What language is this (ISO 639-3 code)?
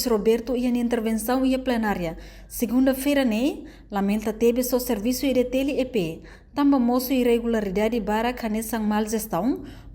tet